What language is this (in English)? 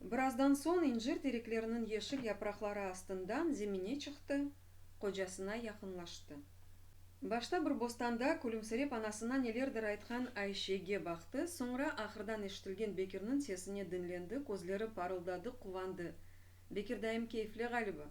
Crimean Tatar